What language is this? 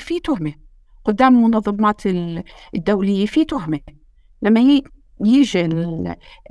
North Levantine Arabic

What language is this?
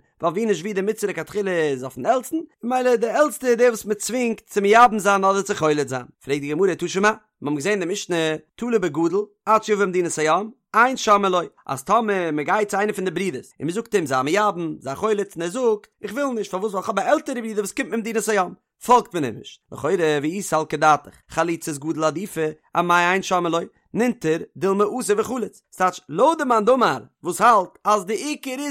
Yiddish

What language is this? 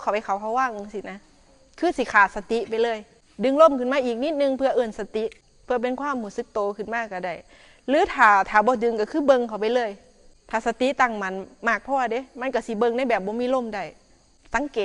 Northeastern Thai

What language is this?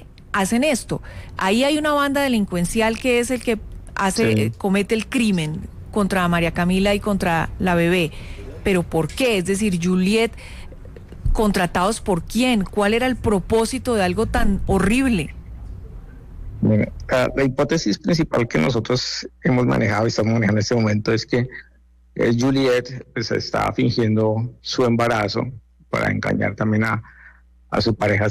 Spanish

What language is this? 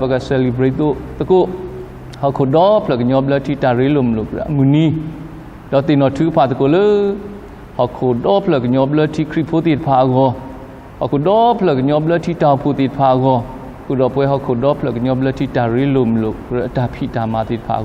S'gaw Karen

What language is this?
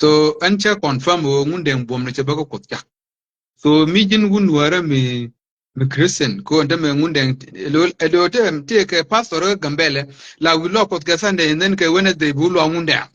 Nuer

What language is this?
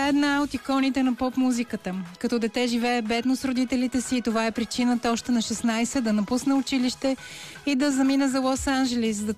Bulgarian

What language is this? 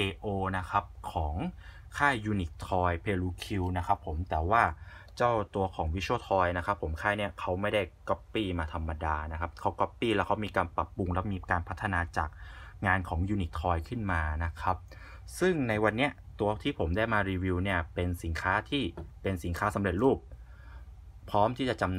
Thai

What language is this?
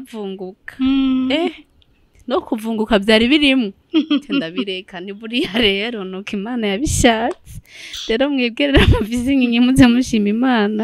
Rundi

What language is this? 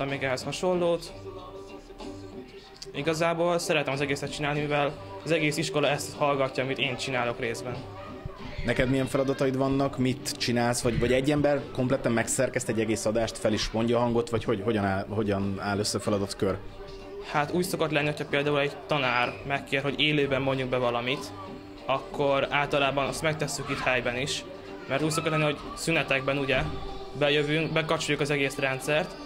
Hungarian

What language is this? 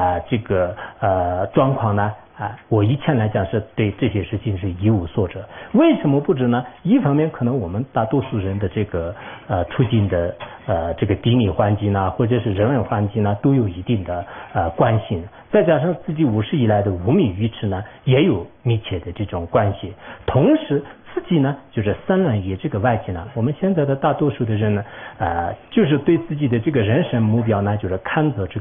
Chinese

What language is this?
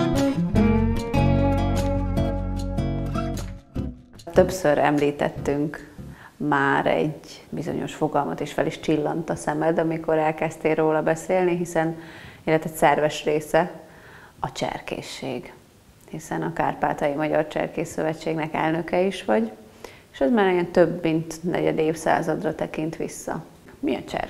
Hungarian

